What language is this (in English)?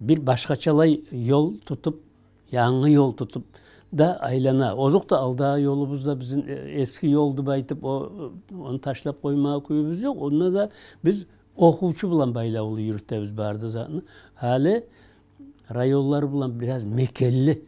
Kumyk